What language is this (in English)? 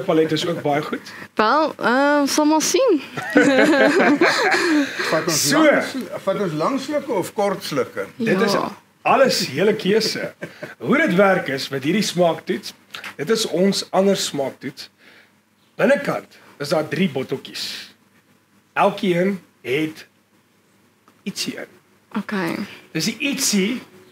Afrikaans